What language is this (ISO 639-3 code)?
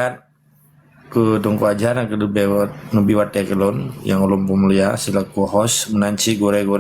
ace